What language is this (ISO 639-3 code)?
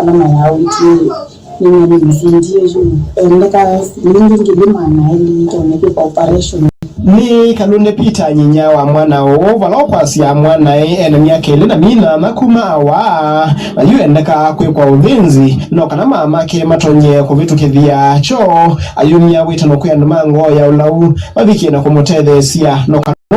kam